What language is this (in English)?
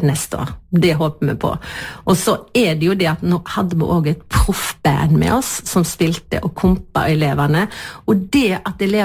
Norwegian